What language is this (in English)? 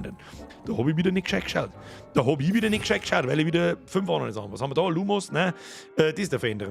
Bavarian